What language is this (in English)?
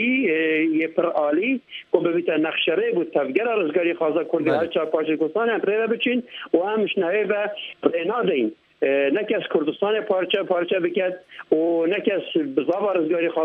Kurdish